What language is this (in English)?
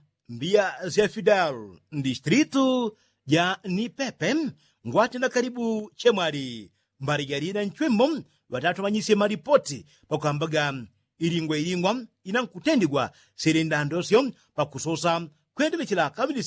Yao